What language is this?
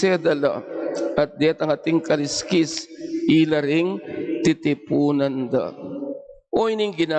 Pampanga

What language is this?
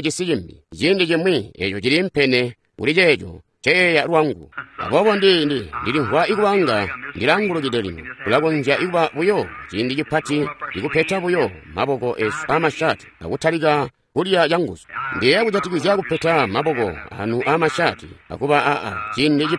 Tonga (Zambia)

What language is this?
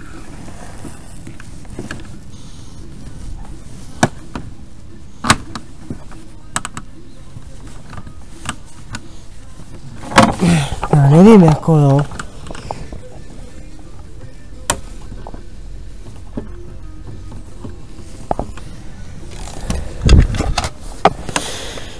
Czech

